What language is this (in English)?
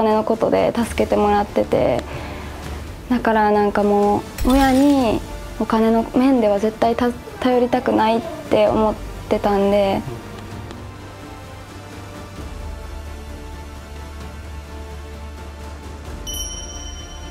Japanese